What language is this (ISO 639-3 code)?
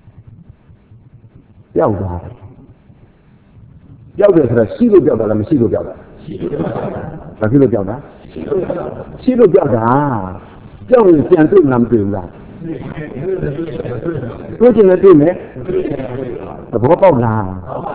mya